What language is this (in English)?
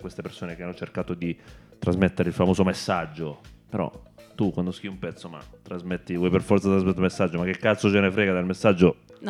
Italian